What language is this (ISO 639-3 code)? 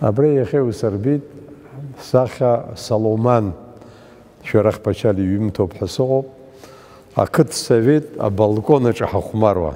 abk